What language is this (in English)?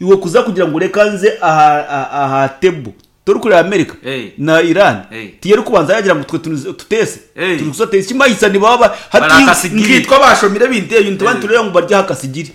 Nyankole